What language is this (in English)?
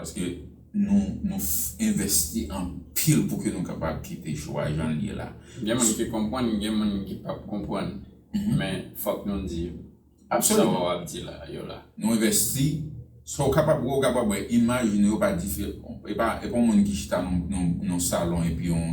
Haitian Creole